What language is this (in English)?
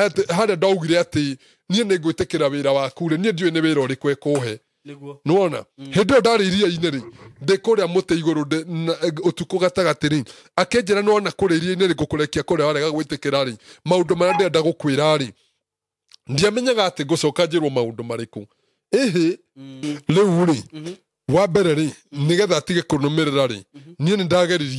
Kikuyu